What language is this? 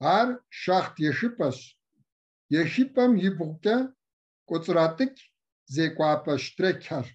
Kabardian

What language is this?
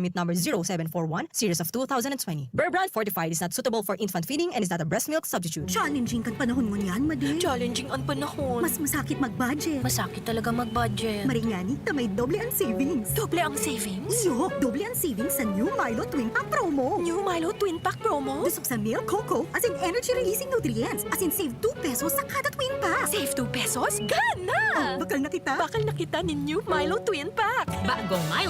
Bikol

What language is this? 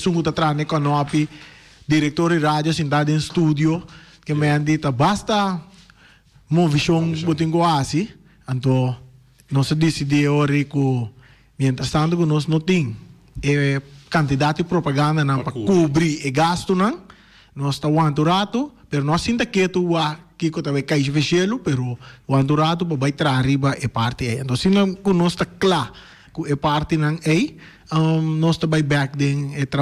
Papiamento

